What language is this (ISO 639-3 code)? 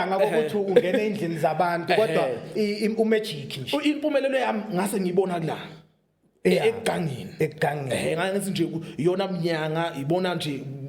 zul